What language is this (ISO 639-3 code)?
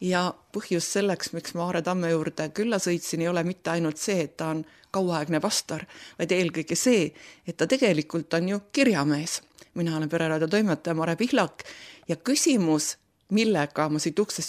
est